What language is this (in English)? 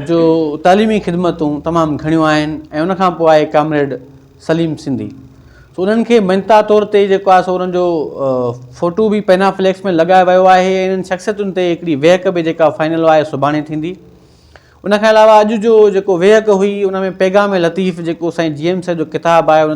Sindhi